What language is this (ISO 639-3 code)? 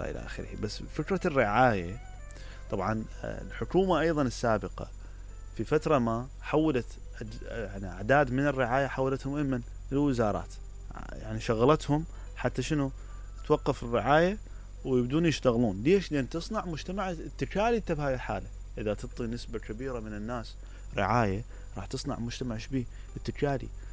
acm